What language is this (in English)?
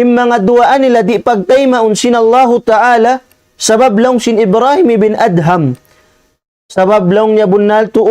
Tausug